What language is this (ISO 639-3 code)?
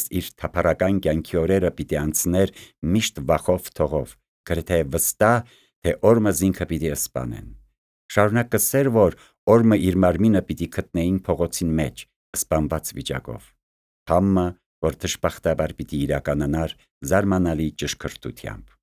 hye